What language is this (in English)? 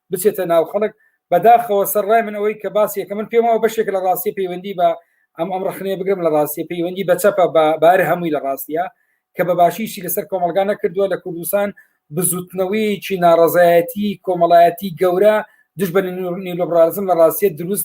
Central Kurdish